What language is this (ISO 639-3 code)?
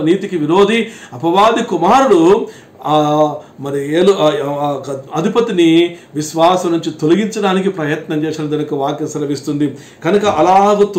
tel